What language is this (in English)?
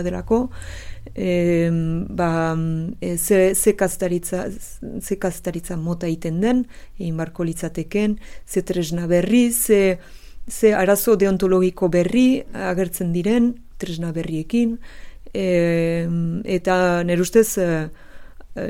Basque